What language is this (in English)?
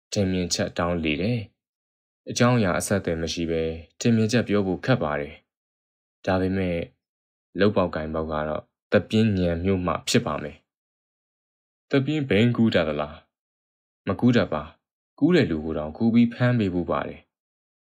Burmese